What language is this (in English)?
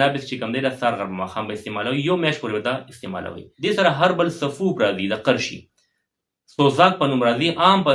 Pashto